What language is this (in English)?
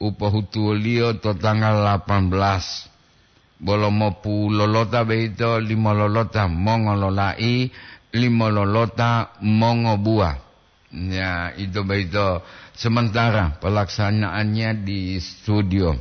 Gorontalo